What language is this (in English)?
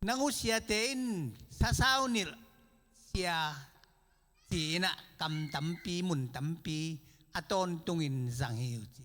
Tedim Chin